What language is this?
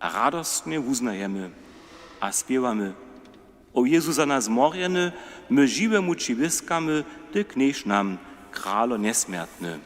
Upper Sorbian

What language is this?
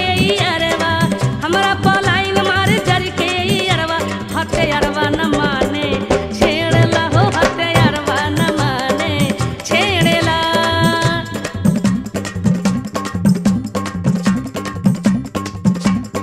Bhojpuri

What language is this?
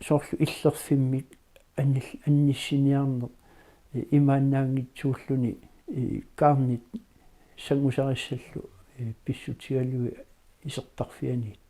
Kalaallisut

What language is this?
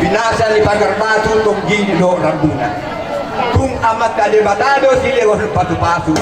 Batak Toba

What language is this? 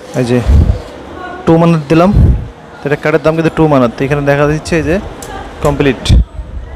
Bangla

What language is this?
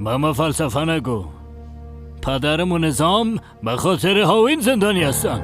Persian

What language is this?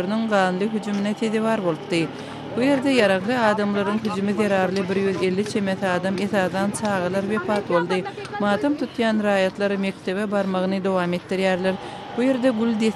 Turkmen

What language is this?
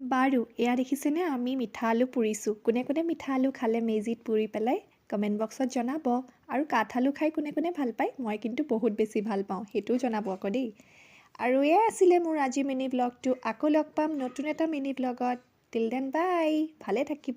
Assamese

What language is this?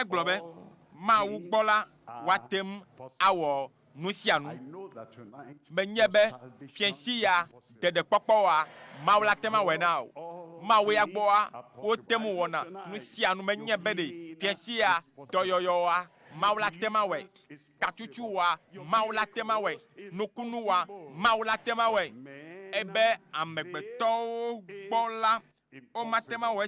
Ewe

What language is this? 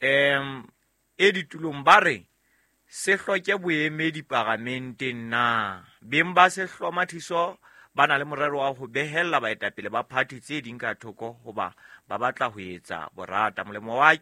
Southern Sotho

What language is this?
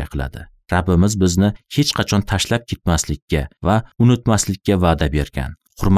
Uzbek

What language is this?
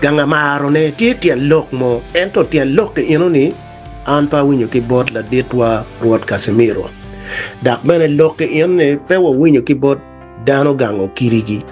Acoli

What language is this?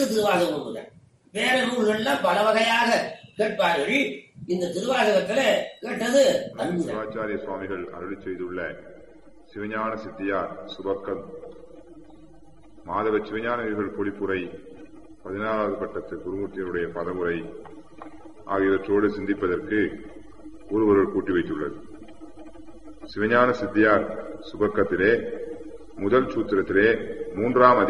Tamil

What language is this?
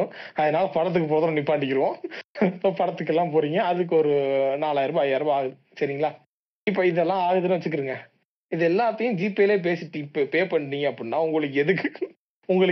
Tamil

